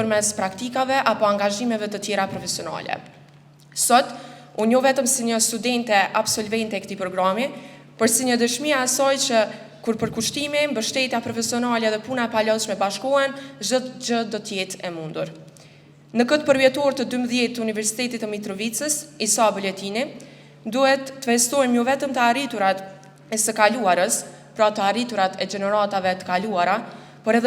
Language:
Albanian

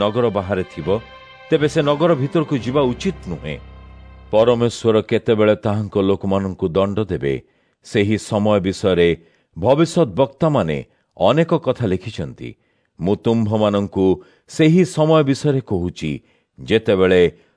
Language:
Odia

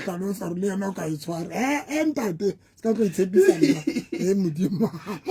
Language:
Southern Sotho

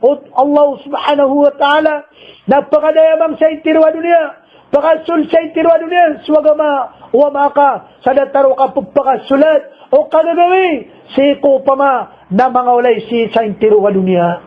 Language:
Maranao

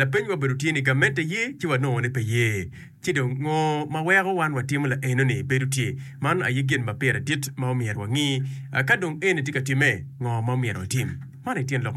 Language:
Acoli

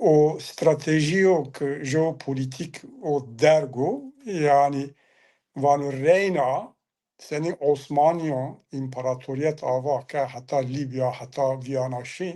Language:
Zaza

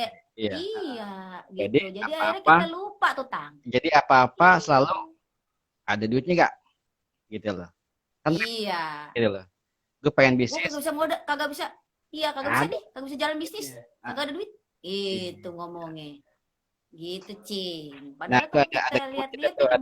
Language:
Betawi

